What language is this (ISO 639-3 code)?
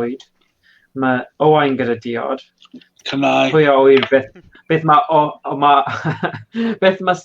cym